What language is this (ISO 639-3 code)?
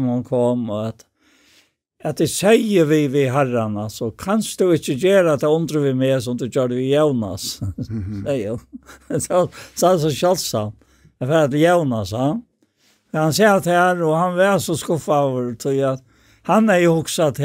fao